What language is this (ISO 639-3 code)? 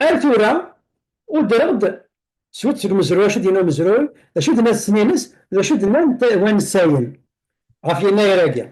kab